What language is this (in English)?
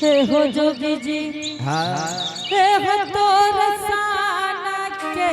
Angika